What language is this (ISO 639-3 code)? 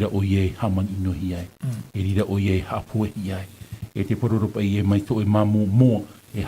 tah